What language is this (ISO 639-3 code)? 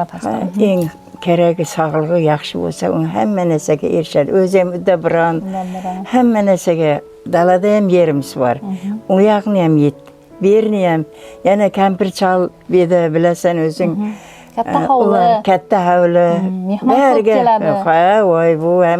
uzb